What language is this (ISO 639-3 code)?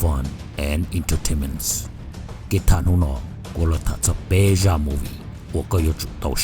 hmn